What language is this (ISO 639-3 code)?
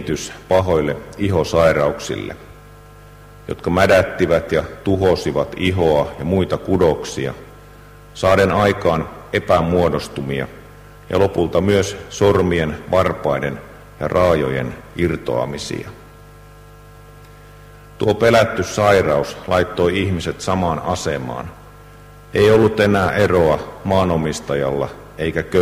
fin